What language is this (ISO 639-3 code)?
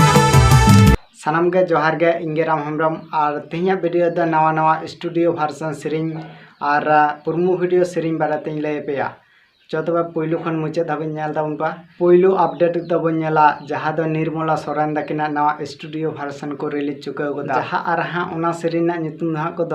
sat